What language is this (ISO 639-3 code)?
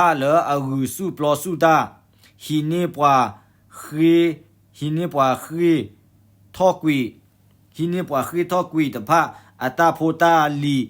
ksw